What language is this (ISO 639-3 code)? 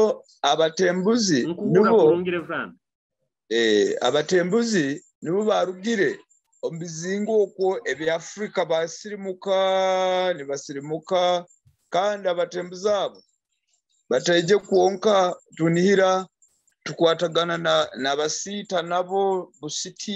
nyo